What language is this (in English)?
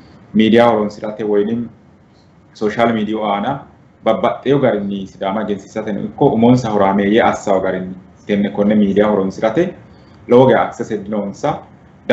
Sidamo